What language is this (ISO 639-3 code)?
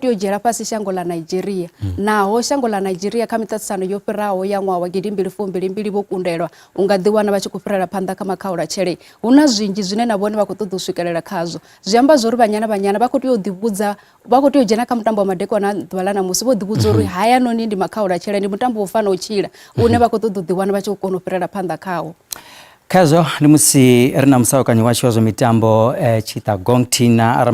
ven